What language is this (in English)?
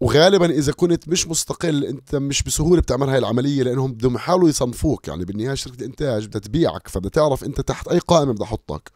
North Levantine Arabic